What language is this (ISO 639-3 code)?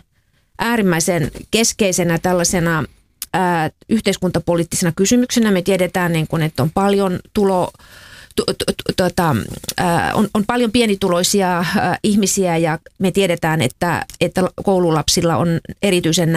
fin